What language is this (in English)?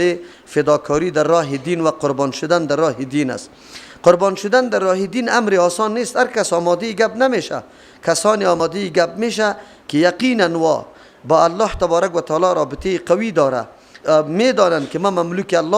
Persian